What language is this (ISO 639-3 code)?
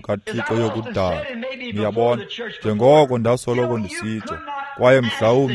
xho